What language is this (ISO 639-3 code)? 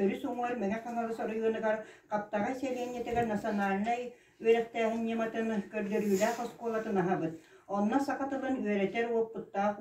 sah